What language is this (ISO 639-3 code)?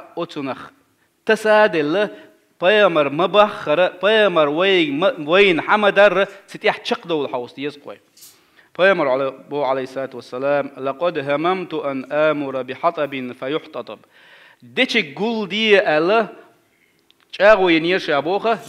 che